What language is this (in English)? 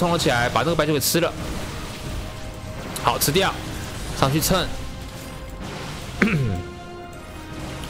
Chinese